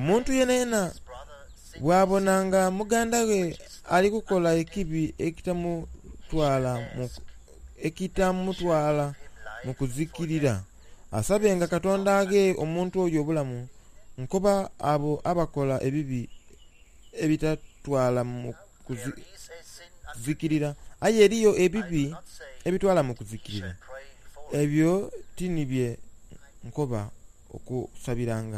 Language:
Soga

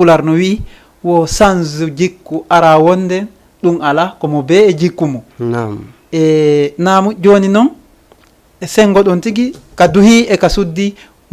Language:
Fula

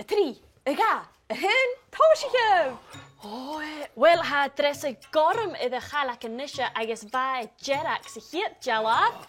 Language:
Scottish Gaelic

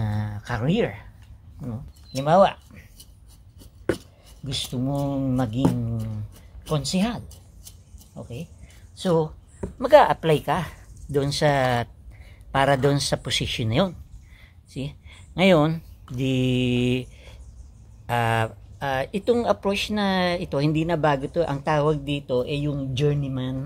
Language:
Filipino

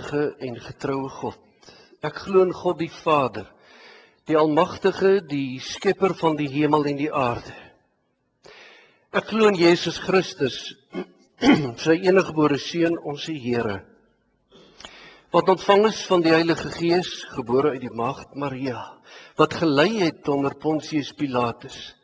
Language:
Afrikaans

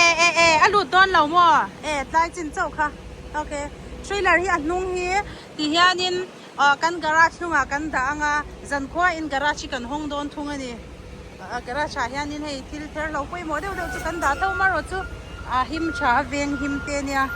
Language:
Mizo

